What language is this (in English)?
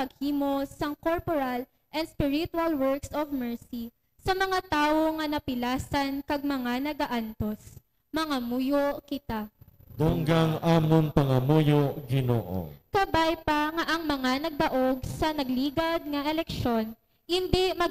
Hiligaynon